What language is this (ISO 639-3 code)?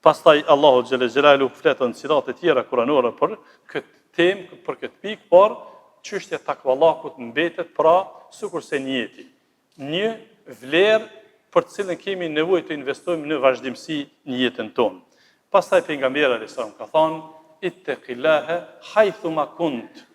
sqi